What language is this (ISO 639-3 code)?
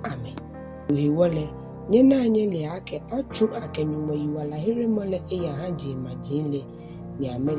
gaa